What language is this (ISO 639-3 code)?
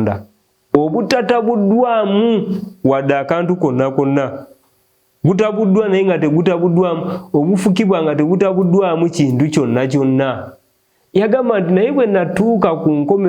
lug